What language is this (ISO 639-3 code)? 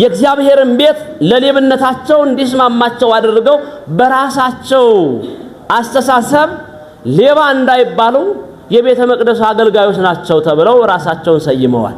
amh